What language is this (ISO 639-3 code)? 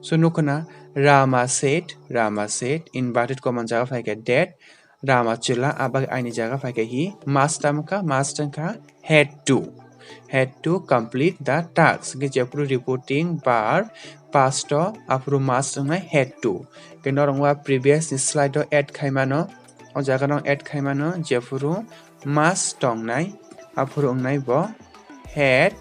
trp